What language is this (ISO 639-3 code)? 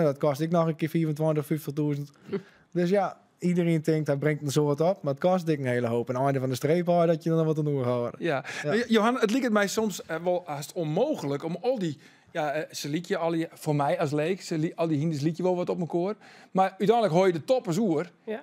fry